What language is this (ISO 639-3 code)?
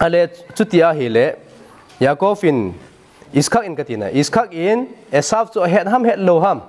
tcz